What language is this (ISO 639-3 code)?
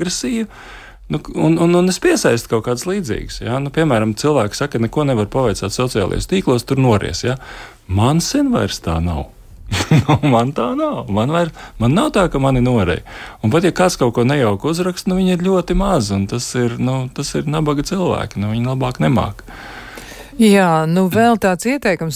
lav